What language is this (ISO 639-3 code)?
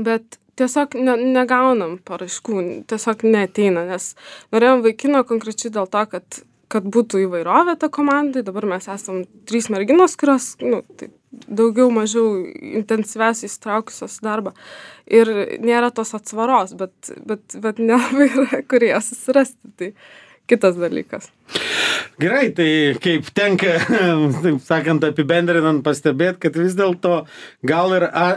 lit